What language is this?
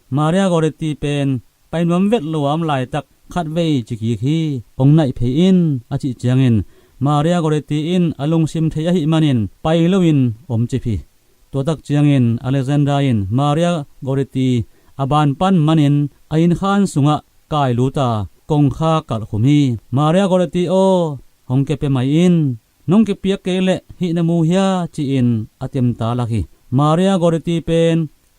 Tedim Chin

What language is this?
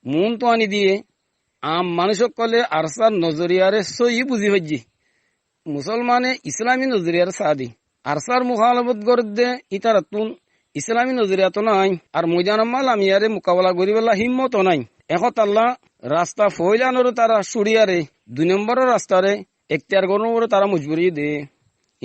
Rohingya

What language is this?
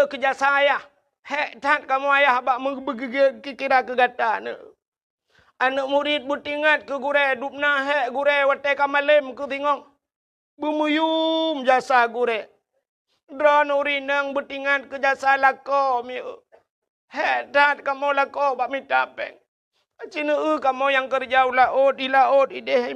Achinese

